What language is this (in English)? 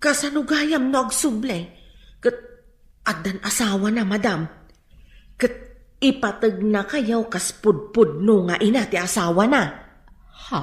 Iloko